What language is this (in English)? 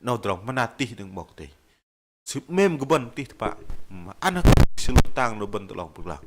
Bahnar